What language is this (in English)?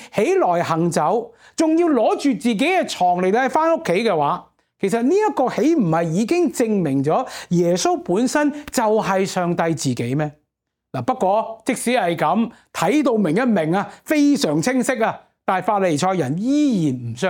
Cantonese